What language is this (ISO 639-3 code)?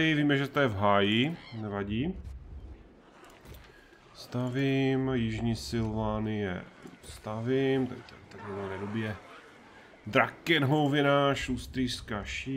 ces